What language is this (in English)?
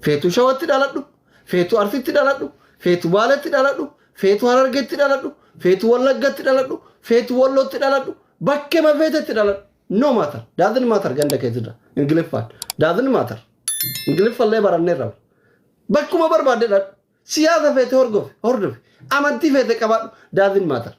Oromo